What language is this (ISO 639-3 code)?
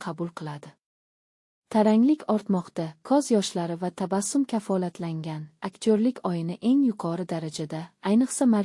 uzb